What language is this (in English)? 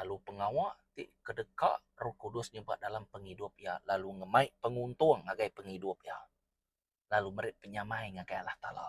Iban